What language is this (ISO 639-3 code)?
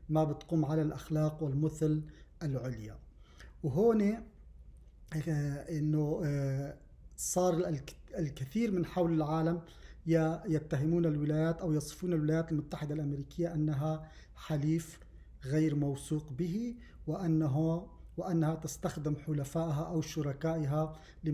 apc